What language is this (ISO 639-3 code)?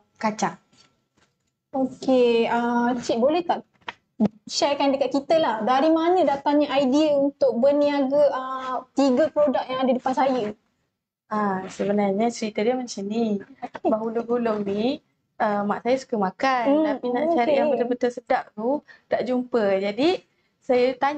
msa